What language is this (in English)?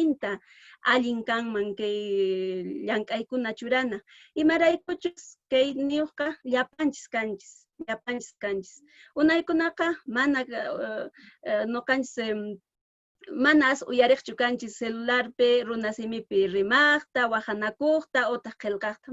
Quechua